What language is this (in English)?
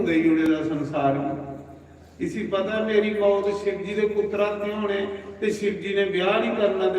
Dogri